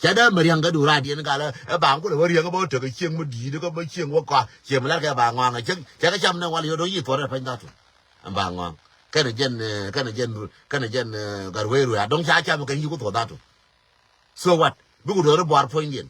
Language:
Nuer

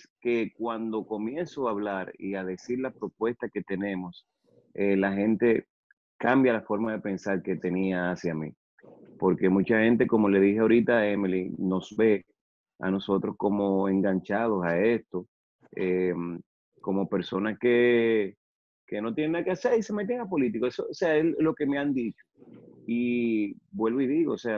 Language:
Spanish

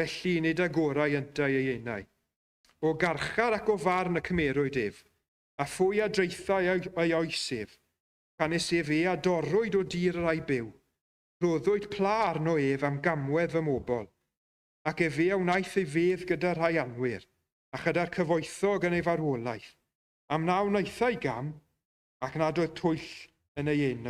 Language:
Welsh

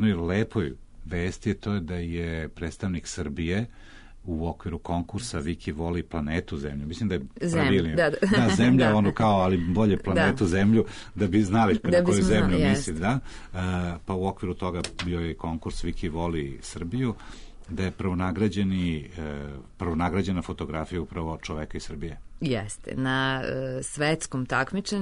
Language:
Serbian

